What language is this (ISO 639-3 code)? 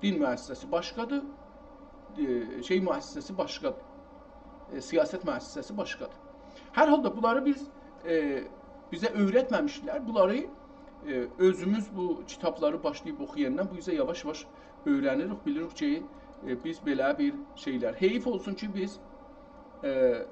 azb